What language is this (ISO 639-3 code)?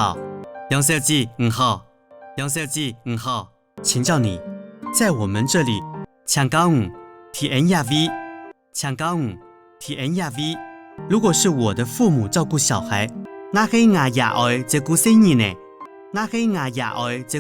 hak